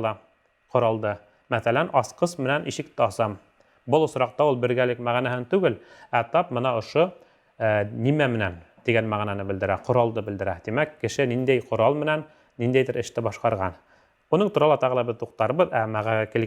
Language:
Bashkir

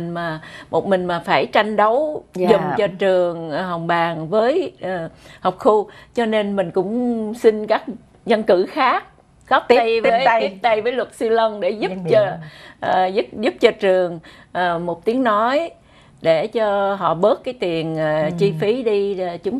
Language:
Vietnamese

